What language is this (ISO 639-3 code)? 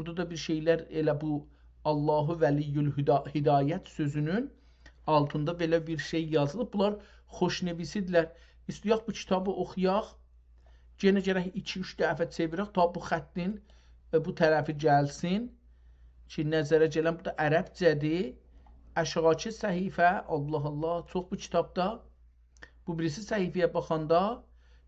azb